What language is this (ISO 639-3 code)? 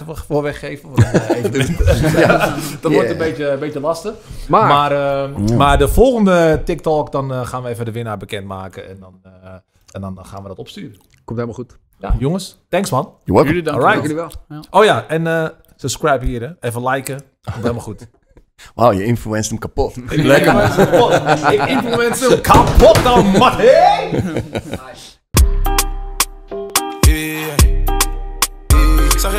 nld